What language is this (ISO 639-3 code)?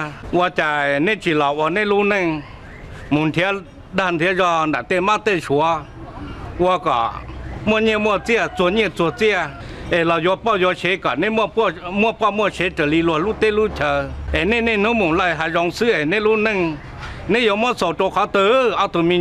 hmn